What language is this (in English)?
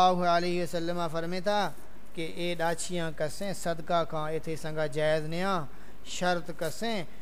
Saraiki